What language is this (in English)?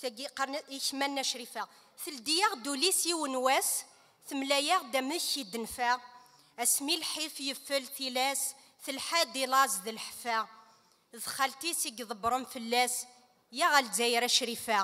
Kabyle